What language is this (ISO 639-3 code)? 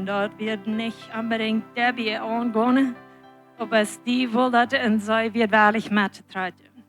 pdt